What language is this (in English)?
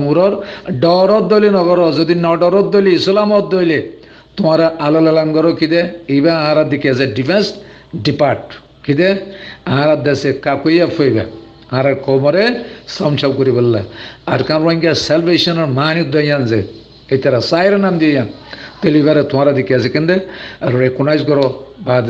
Rohingya